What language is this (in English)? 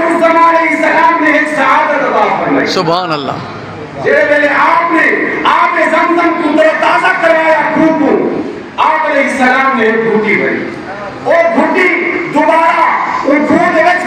Saraiki